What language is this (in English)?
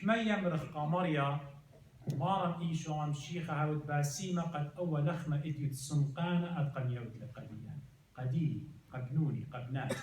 Assyrian Neo-Aramaic